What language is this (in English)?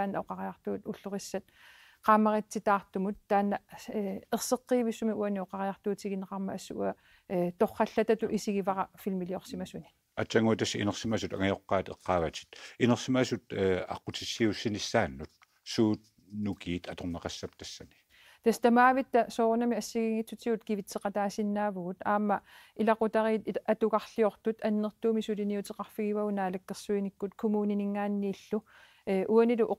Kalaallisut